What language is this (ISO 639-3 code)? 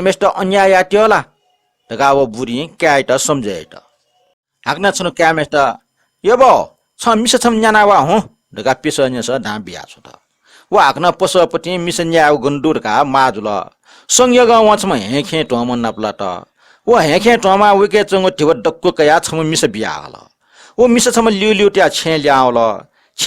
new